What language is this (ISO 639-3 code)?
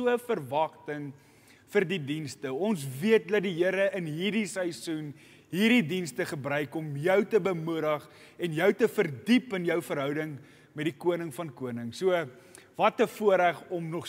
afr